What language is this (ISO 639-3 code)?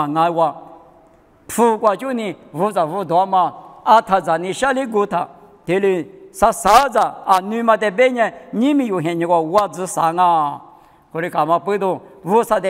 lis